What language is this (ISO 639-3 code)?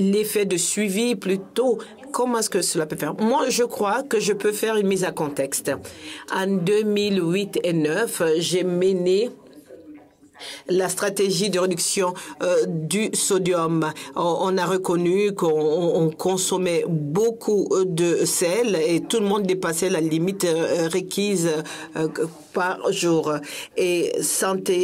fra